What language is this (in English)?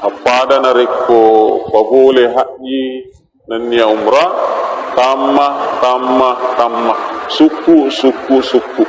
Buginese